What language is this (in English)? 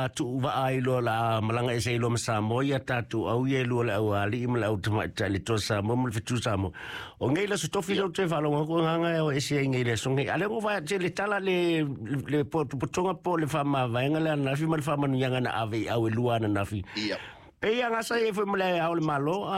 Samoan